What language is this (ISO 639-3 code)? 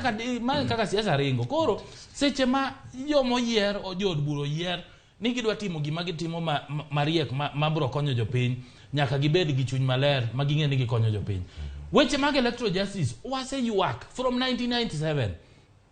luo